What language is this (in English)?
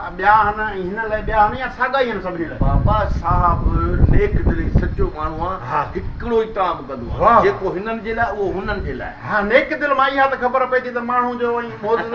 Sindhi